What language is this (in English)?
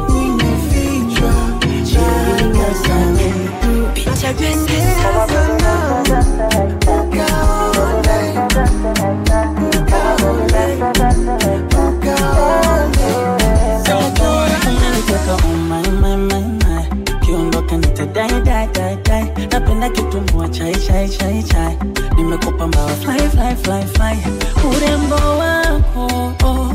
Swahili